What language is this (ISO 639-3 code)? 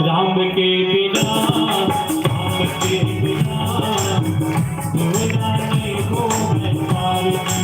hne